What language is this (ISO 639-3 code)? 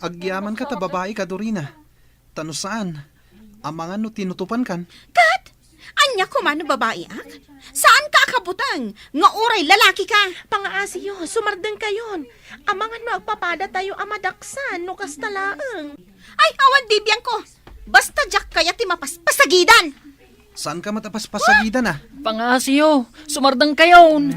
ilo